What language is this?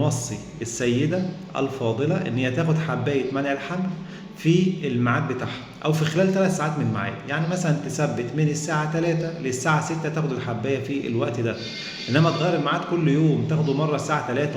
Egyptian Arabic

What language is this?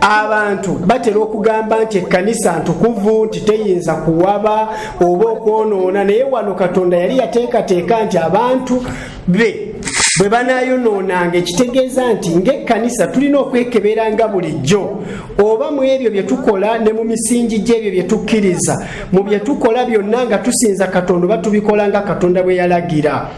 Ganda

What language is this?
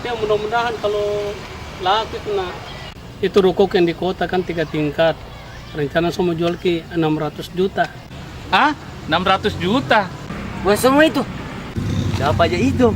Makassar Malay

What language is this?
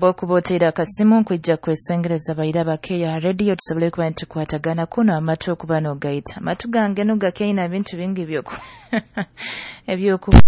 Nyoro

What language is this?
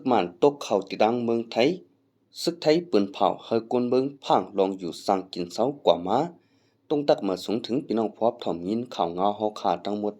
Lao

